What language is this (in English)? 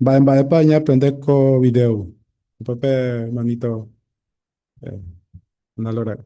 Guarani